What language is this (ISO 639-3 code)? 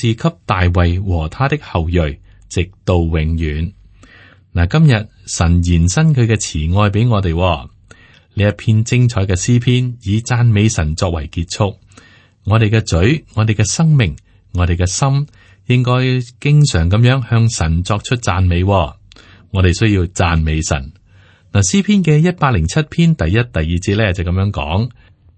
yue